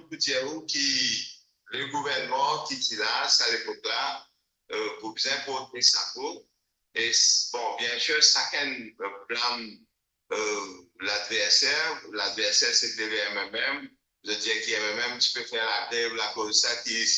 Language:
Morisyen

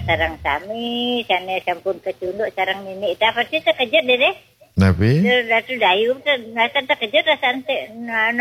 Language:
Balinese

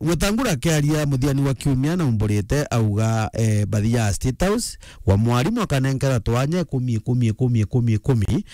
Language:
Meru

